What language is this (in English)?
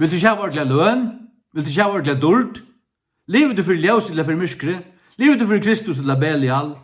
Faroese